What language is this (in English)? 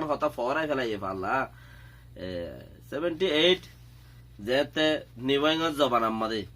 Rohingya